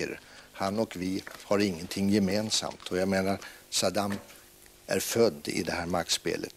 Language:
Swedish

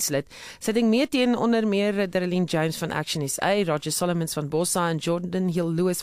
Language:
Afrikaans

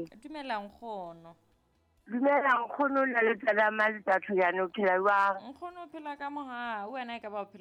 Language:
Southern Sotho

